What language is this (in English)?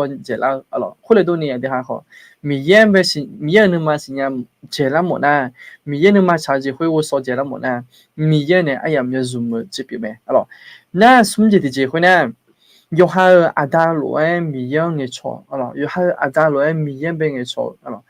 Akha